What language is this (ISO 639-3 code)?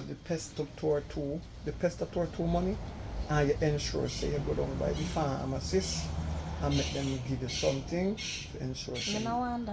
jam